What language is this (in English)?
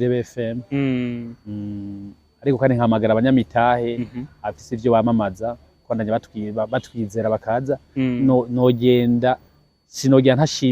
Rundi